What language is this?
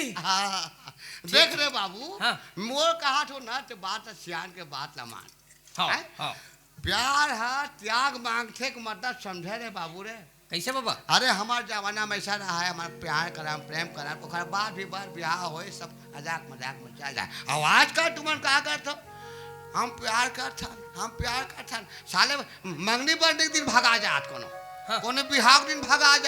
Chhattisgarhi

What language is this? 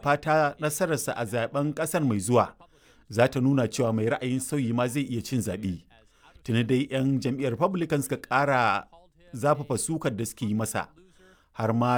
Hausa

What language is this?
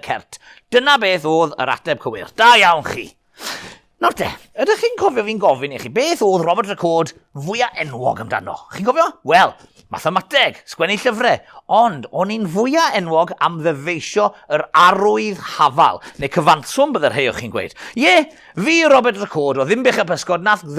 Welsh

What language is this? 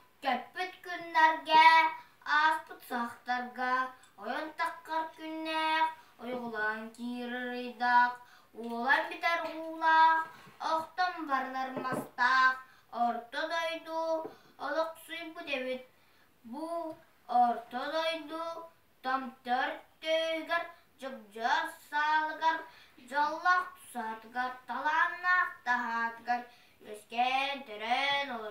Yakut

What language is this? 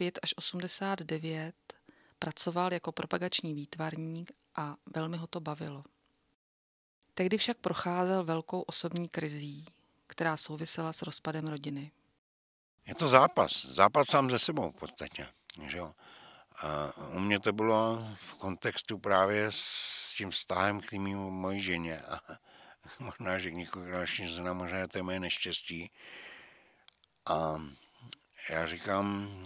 Czech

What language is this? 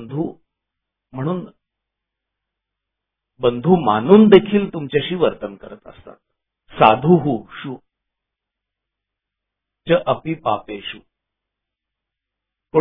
Marathi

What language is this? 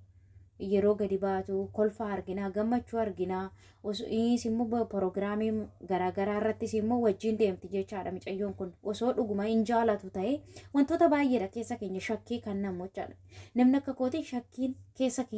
Oromo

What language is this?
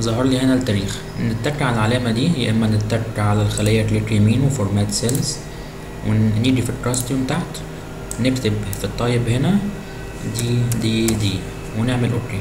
Egyptian Arabic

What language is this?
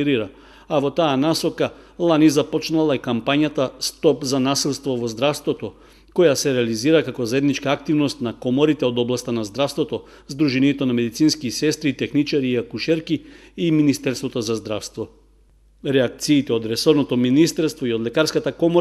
Macedonian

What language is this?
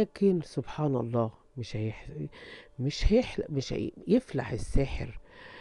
Egyptian Arabic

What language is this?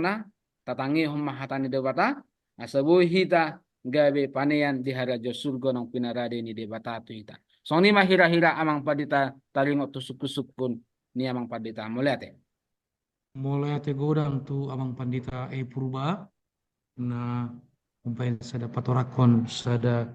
Batak Toba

